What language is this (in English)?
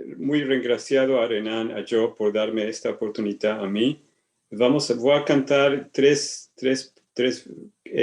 Ladino